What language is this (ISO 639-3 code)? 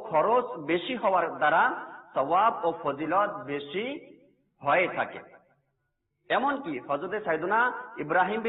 ben